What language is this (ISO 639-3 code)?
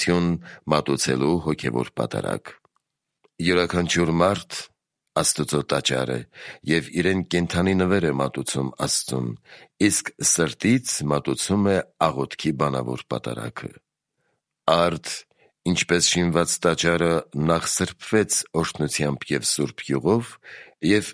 hye